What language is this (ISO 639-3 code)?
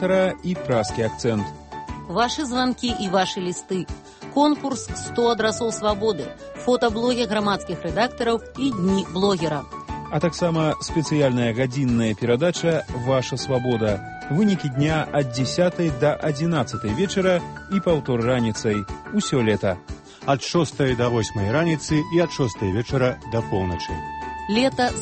bel